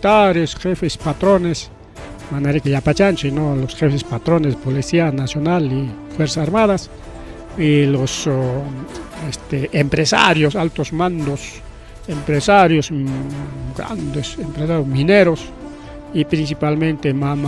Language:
Ayacucho Quechua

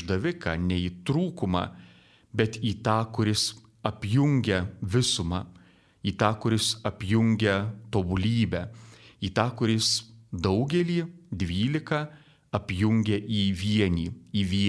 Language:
Lithuanian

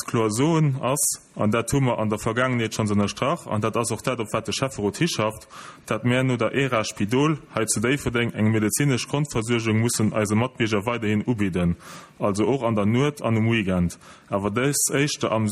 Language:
Luxembourgish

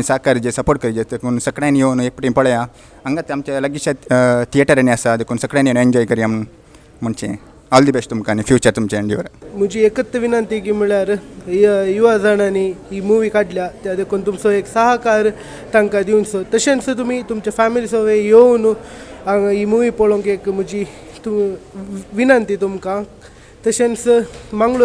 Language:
Konkani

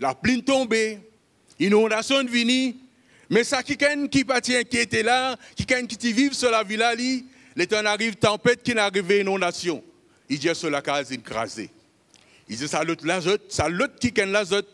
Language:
Morisyen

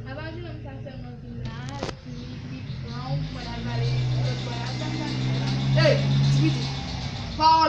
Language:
Haitian Creole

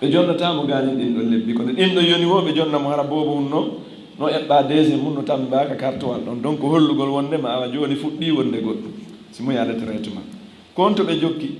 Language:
Fula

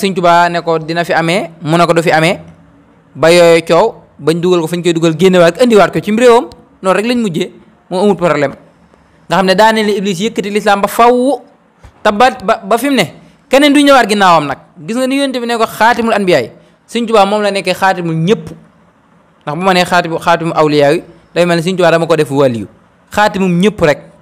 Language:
Wolof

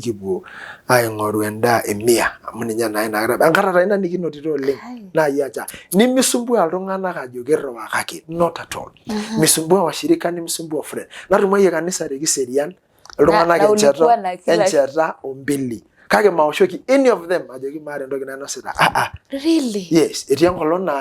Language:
Masai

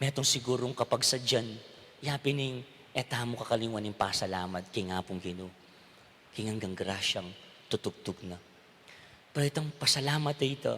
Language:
Pampanga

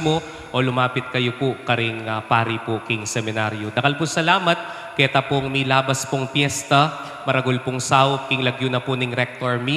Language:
Pampanga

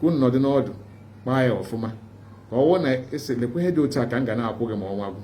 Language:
Igbo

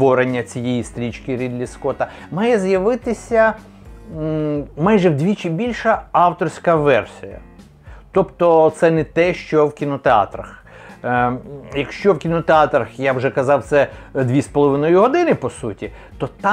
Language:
Ukrainian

